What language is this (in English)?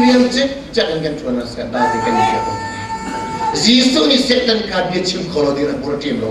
Hakha Chin